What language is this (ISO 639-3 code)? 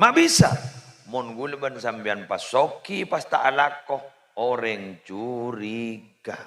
mad